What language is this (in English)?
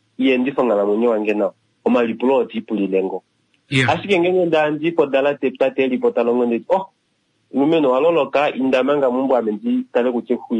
Kuanyama